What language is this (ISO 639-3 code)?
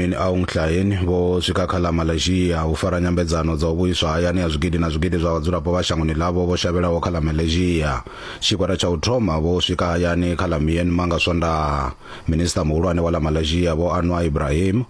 ven